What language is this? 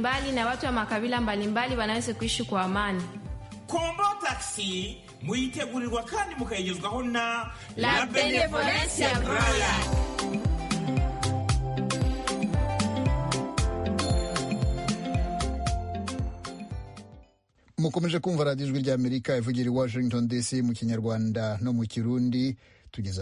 Kinyarwanda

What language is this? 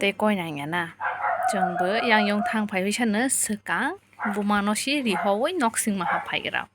Kok Borok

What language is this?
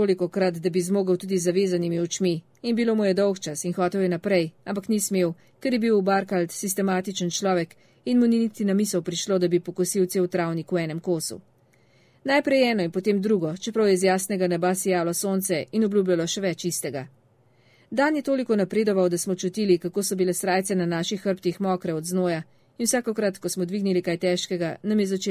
Slovenian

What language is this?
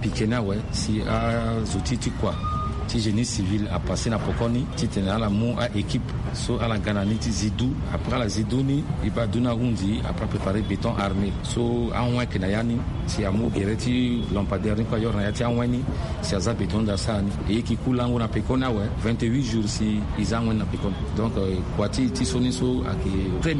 Sango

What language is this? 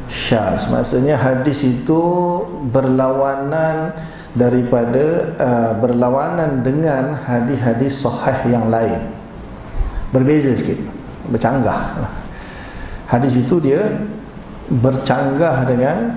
Malay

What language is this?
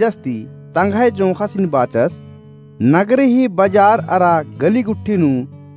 Kurukh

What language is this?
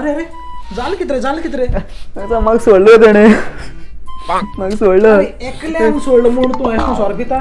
Konkani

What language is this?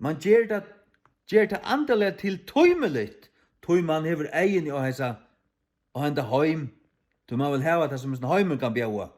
Faroese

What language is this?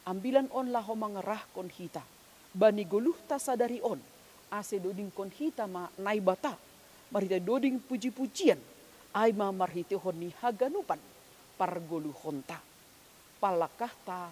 Batak Simalungun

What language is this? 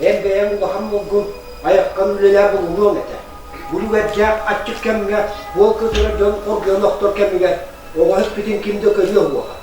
Yakut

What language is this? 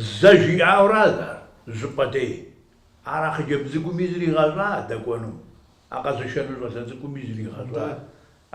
Kabardian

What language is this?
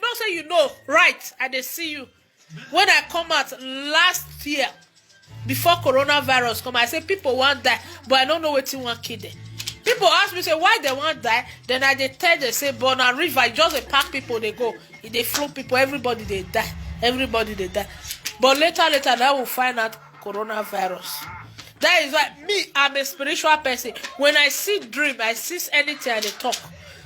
Nigerian Pidgin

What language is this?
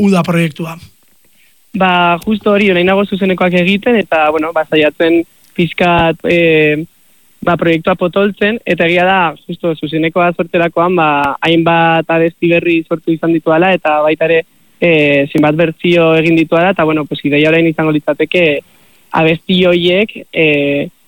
Basque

